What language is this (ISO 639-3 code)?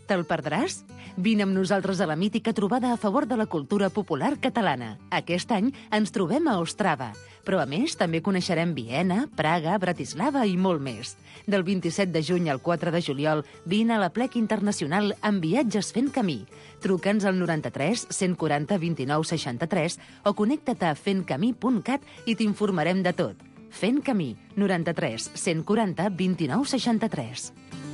cat